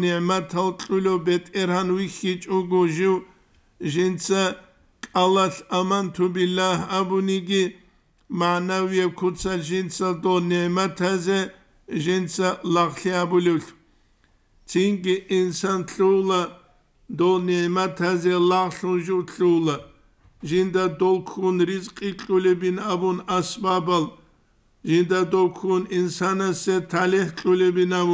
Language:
Avaric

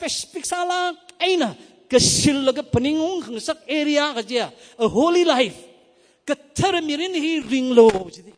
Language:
Tangkhul Naga (India)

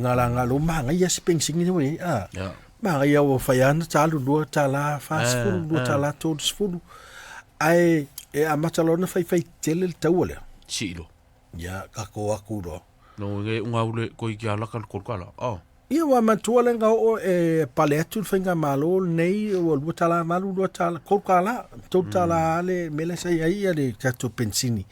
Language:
Samoan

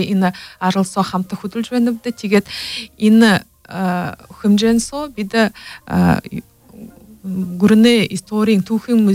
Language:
Buriat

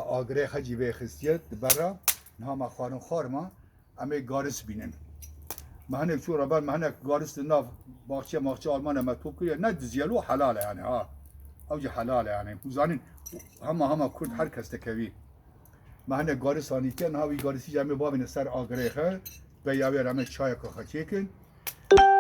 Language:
Kurdish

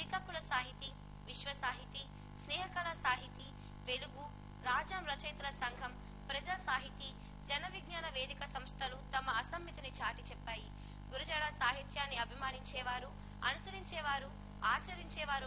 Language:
Telugu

